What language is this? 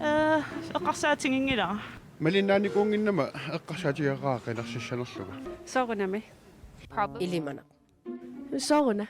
Kalaallisut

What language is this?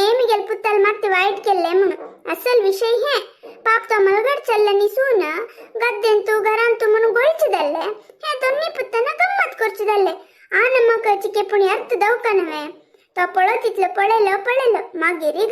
Konkani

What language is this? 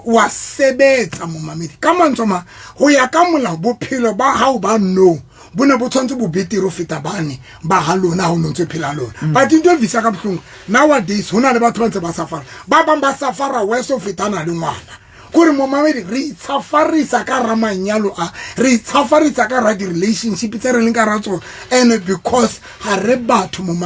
Southern Sotho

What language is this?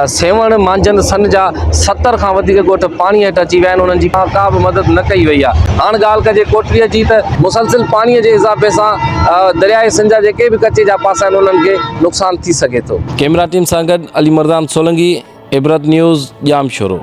Sindhi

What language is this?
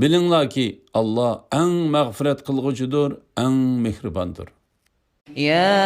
Uyghur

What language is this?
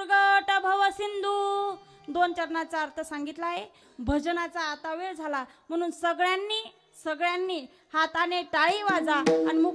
Marathi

